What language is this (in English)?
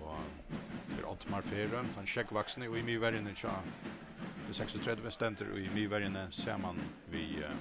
Faroese